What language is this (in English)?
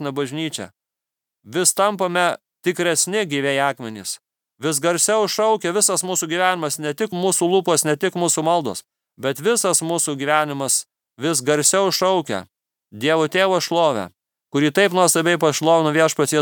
Lithuanian